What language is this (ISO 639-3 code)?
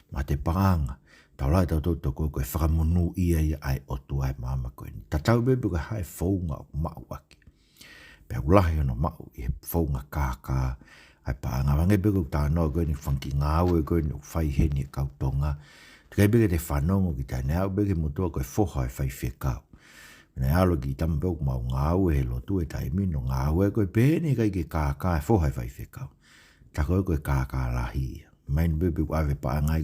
ton